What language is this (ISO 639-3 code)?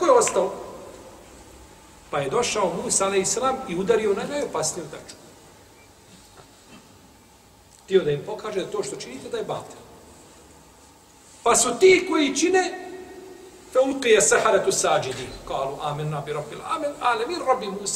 bos